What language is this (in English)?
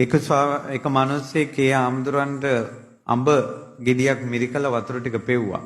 Sinhala